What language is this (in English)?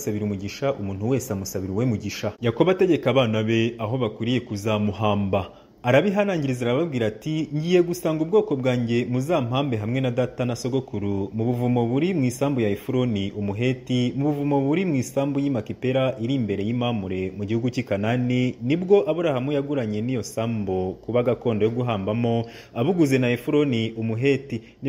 Kinyarwanda